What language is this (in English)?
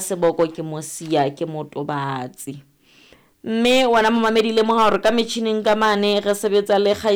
Southern Sotho